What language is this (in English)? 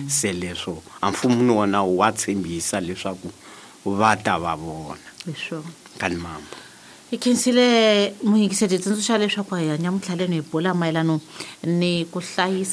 Tsonga